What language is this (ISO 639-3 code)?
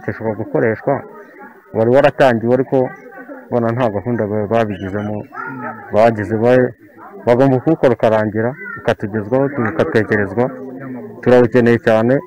kin